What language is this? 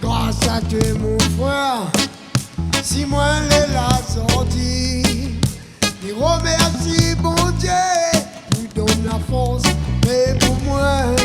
Réunion Creole French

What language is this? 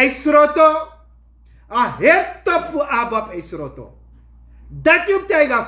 Sranan Tongo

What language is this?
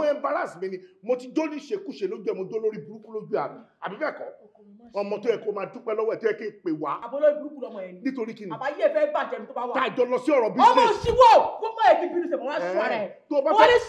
Yoruba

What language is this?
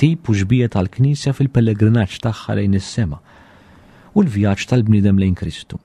Maltese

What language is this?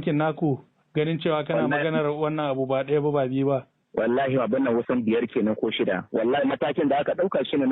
Hausa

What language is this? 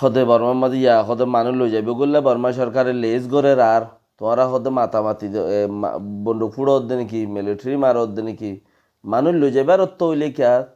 Rohingya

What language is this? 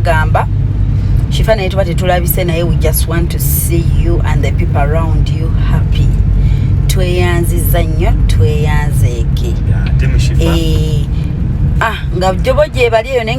Ganda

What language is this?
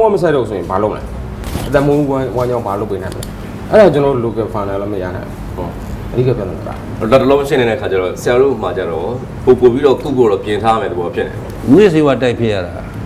Burmese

